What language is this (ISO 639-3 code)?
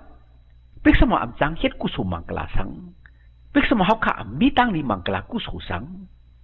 shn